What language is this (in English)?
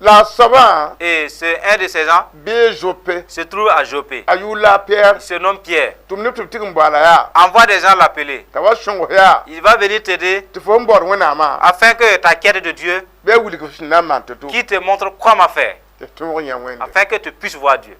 Mossi